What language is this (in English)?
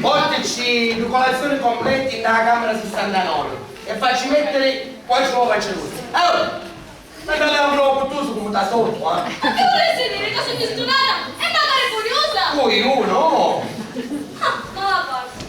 Sicilian